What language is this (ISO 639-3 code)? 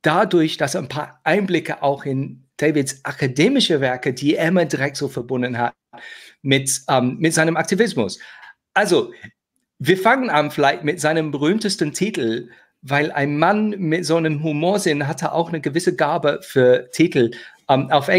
deu